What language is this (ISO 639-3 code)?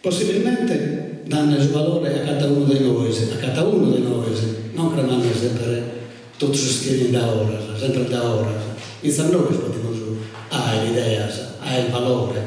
srd